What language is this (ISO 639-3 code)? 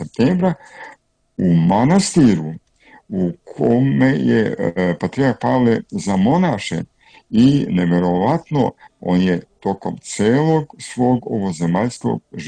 srp